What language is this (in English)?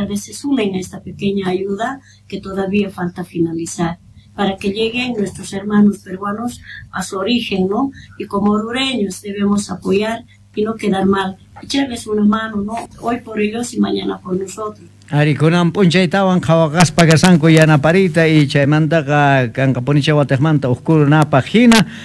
Quechua